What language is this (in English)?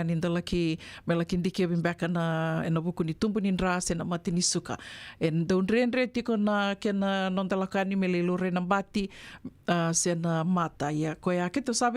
Fijian